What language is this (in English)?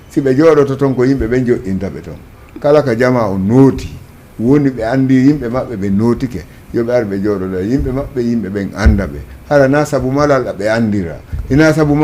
Fula